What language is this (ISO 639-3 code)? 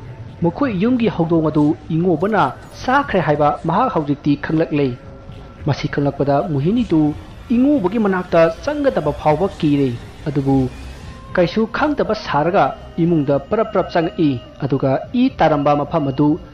mni